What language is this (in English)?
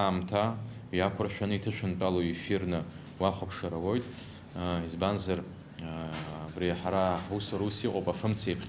Abkhazian